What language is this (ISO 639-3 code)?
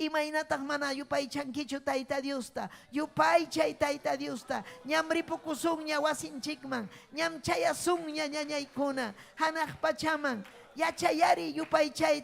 quy